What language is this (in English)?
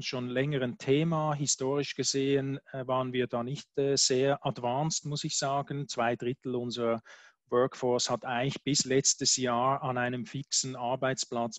German